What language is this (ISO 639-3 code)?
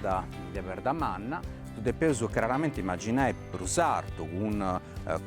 srd